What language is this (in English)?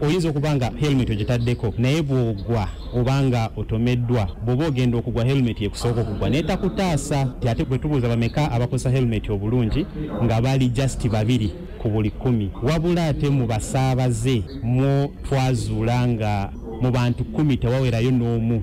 Ganda